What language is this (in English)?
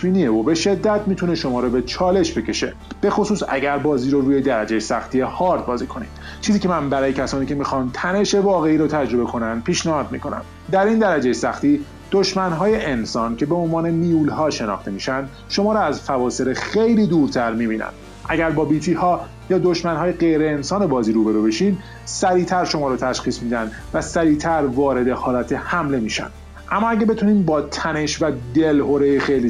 Persian